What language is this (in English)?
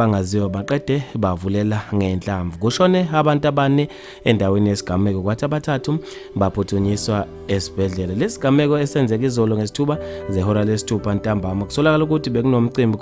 Zulu